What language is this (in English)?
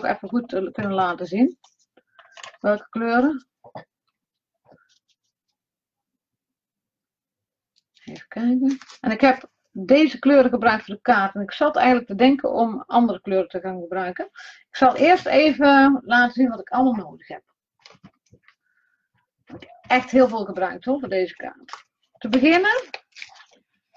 Dutch